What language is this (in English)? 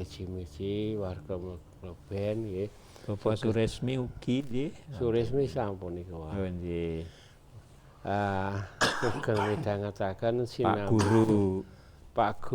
Javanese